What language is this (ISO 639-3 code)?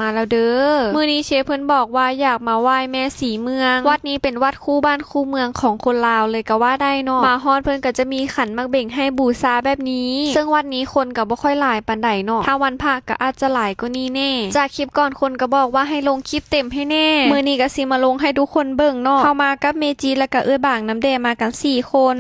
lao